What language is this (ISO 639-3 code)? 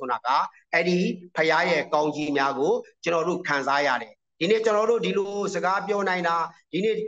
mya